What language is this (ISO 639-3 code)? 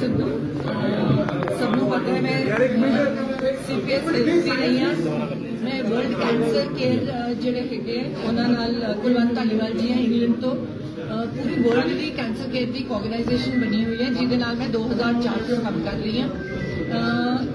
pan